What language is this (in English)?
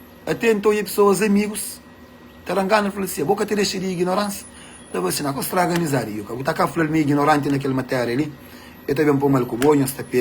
Kabuverdianu